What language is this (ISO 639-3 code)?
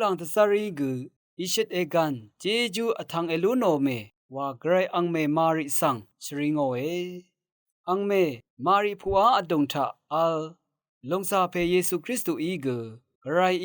raw